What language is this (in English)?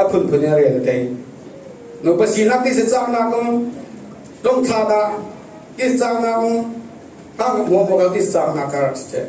Falam Chin